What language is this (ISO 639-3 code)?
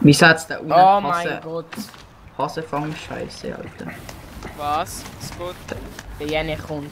gsw